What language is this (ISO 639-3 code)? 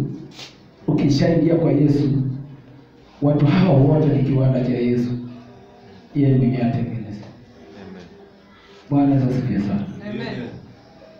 swa